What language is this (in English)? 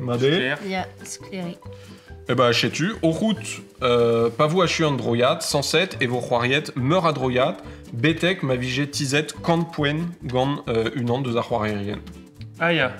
Breton